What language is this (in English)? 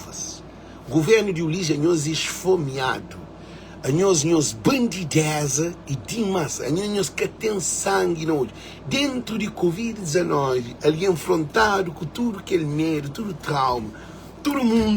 Kabuverdianu